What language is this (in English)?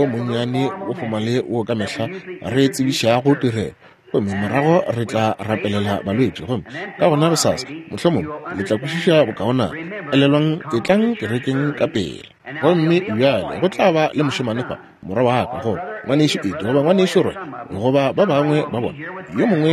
Northern Sotho